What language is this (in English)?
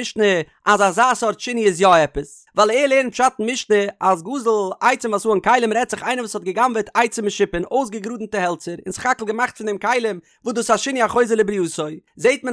Yiddish